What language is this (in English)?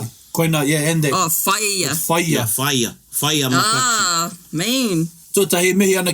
Māori